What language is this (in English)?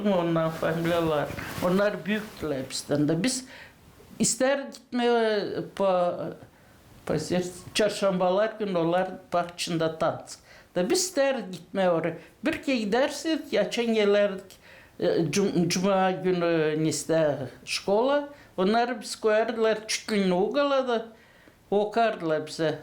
Gagauz